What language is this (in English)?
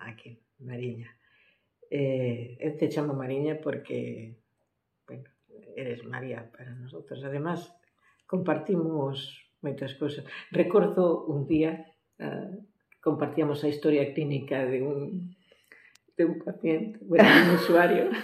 Galician